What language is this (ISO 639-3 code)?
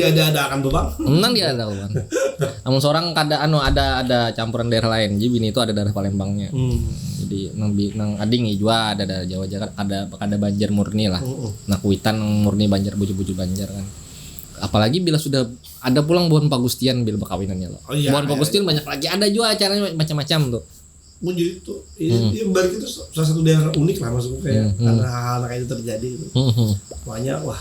bjn